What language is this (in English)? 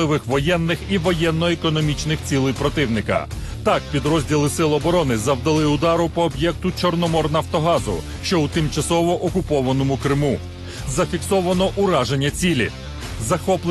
Ukrainian